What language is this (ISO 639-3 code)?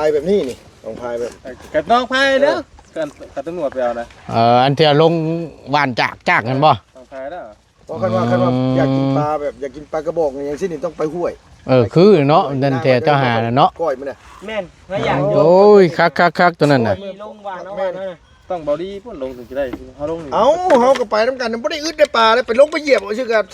tts